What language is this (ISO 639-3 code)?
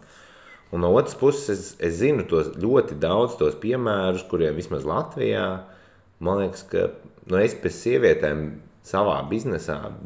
lav